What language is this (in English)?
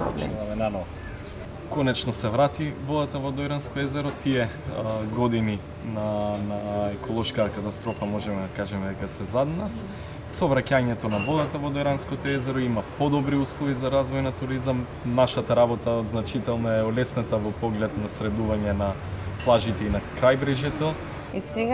Macedonian